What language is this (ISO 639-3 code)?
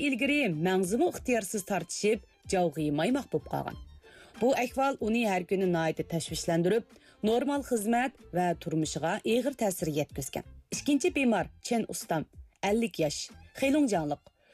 uig